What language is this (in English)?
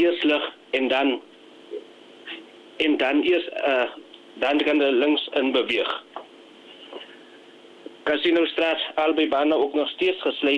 Afrikaans